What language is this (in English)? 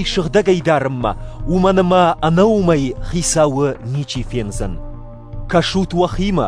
Ossetic